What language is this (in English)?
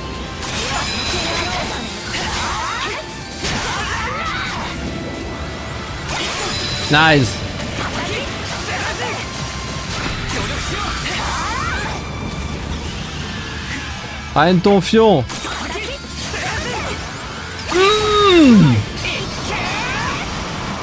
French